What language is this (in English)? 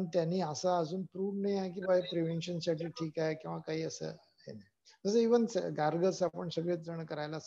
Marathi